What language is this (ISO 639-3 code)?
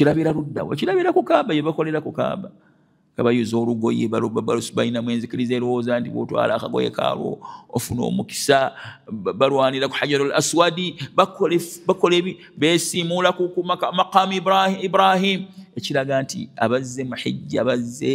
lug